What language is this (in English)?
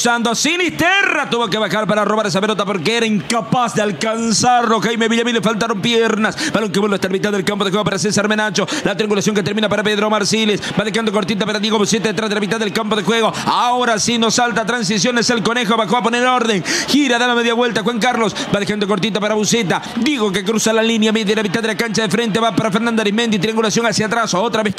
Spanish